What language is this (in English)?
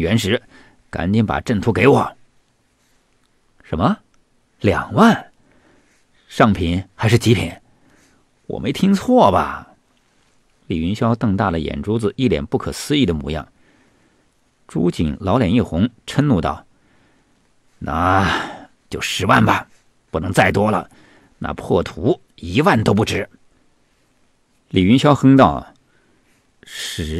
Chinese